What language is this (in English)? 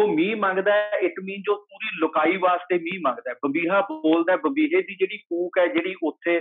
Punjabi